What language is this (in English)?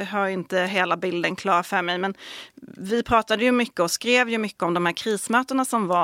Swedish